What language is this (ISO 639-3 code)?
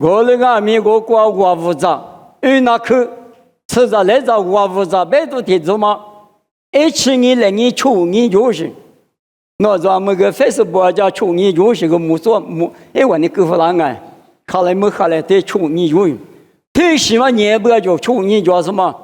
lis